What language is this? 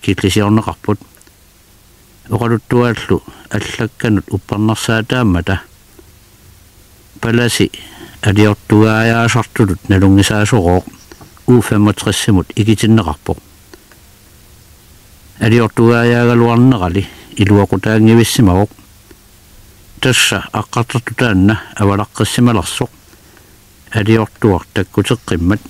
Kalaallisut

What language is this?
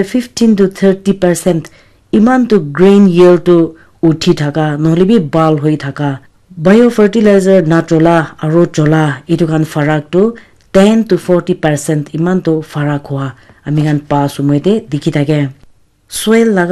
Naga Pidgin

